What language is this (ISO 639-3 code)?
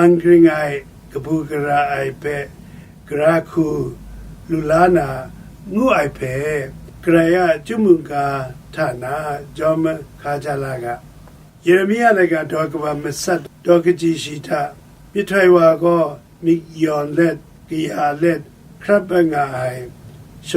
kac